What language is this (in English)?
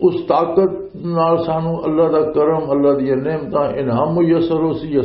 Western Panjabi